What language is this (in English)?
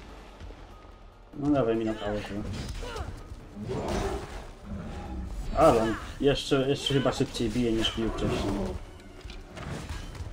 Polish